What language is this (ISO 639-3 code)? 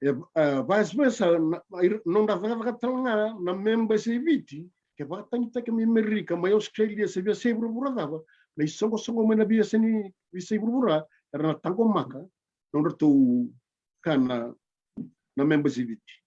fij